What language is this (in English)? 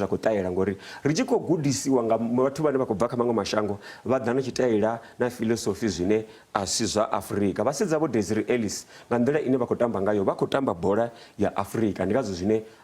Venda